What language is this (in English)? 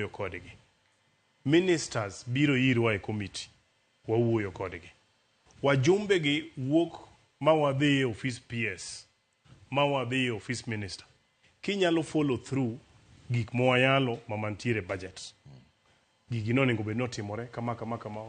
Luo (Kenya and Tanzania)